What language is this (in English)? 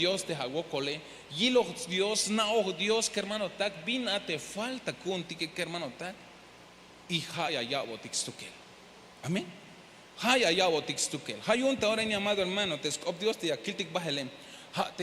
Tzeltal